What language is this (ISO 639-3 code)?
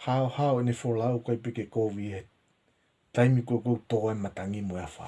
ton